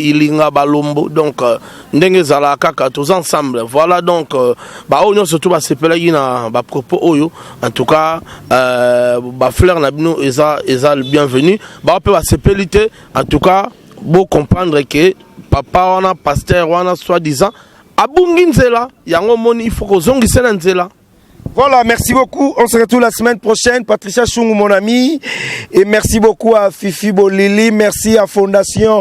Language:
Lingala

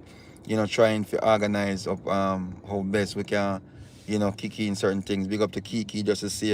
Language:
Jamaican Creole English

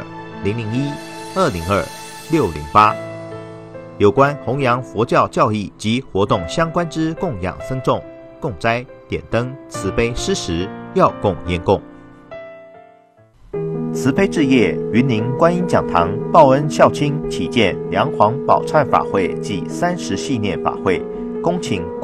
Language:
Chinese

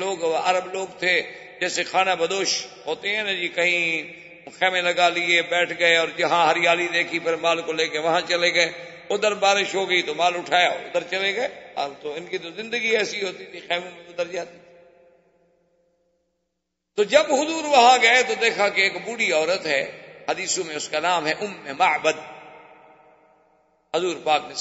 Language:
Urdu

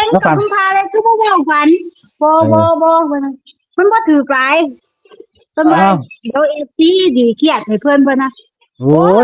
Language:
Northeastern Thai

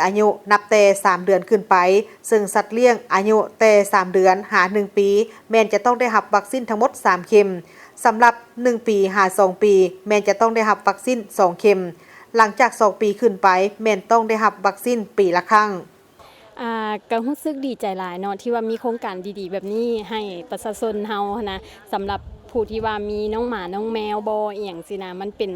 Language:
Lao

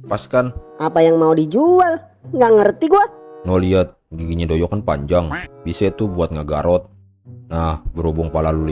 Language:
Betawi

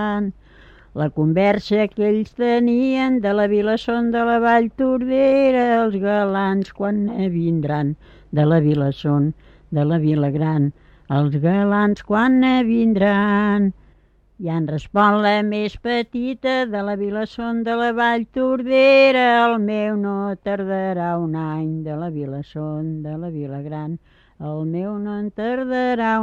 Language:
Catalan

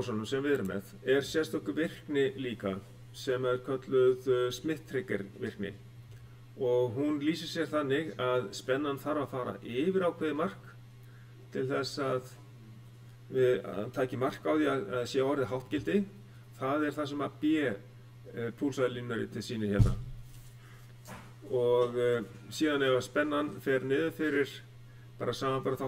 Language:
Icelandic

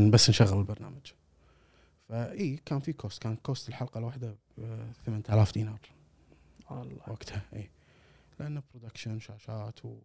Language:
Gulf Arabic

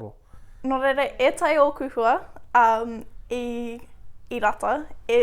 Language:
Māori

